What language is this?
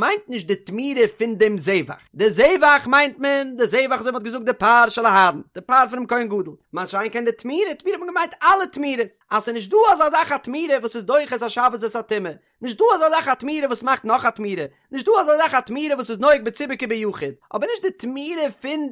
Yiddish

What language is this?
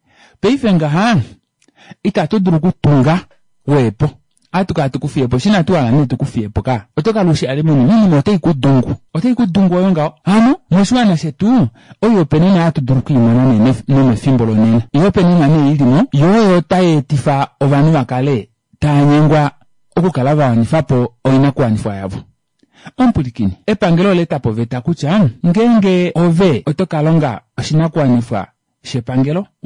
Kuanyama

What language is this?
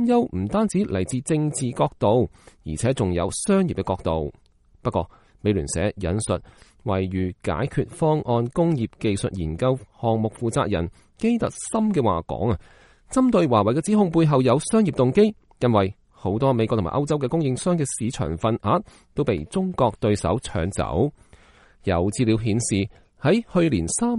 Cantonese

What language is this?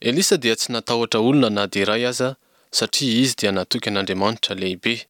Malagasy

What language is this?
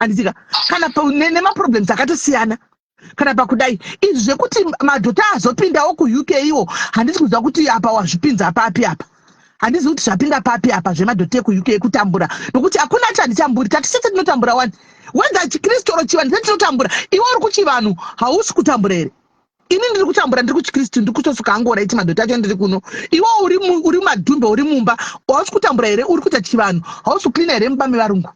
Shona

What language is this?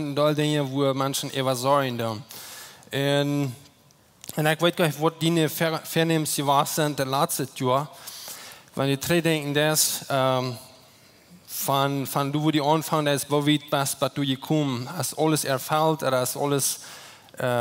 Plautdietsch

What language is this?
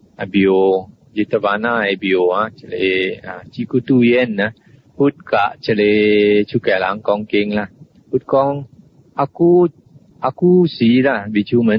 Min Nan Chinese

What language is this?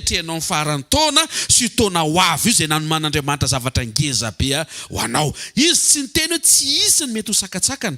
Malagasy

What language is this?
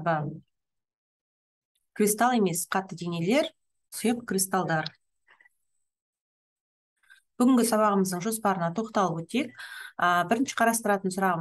Kazakh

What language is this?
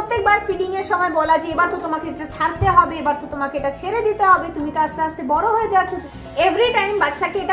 Bangla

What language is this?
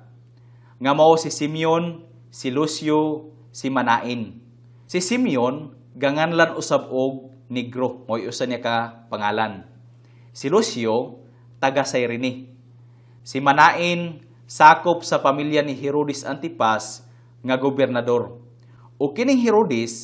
Cebuano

